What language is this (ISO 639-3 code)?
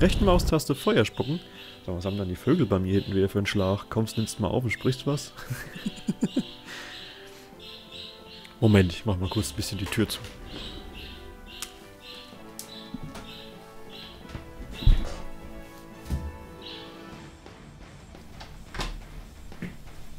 deu